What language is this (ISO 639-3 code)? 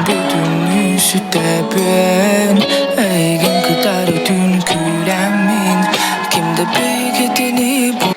sah